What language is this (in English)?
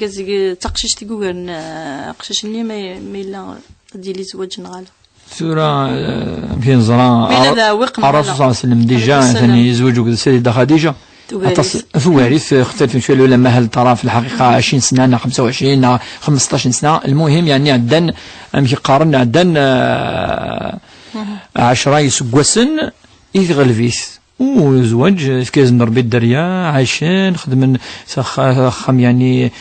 Kabyle